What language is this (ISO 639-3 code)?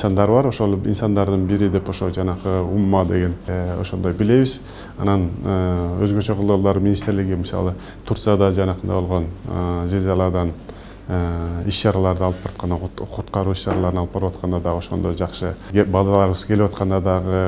kir